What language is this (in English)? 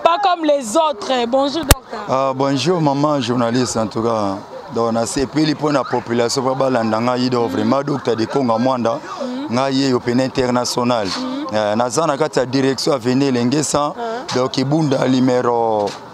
Lingala